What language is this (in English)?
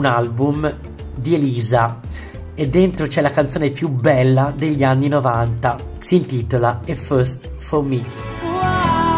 Italian